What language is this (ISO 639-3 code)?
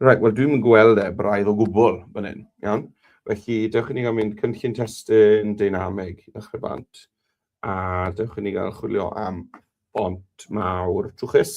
cym